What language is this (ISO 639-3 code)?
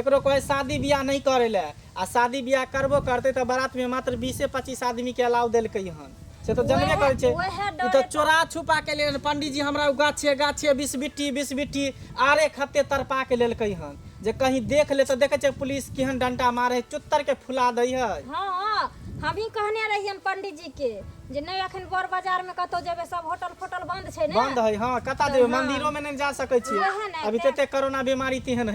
mai